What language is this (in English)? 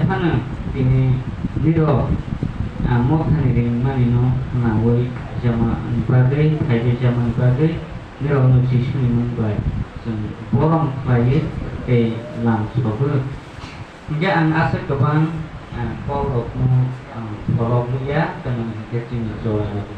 Kok Borok